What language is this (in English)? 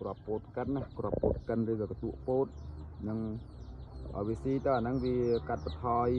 Khmer